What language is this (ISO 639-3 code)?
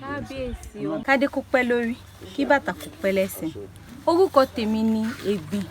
yor